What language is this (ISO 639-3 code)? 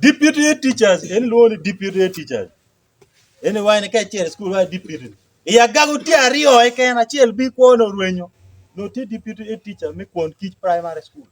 ach